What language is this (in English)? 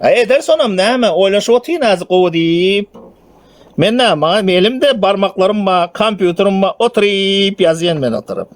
Turkmen